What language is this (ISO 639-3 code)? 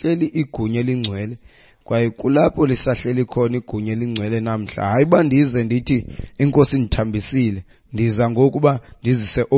xho